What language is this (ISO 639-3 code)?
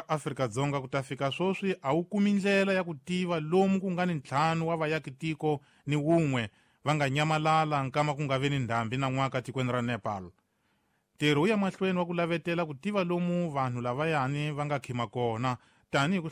tso